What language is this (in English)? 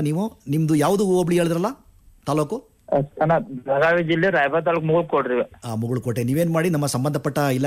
Kannada